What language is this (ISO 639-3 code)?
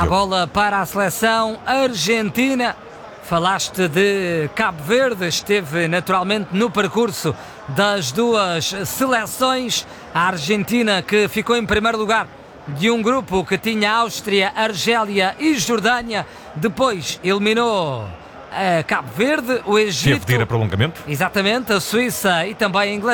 por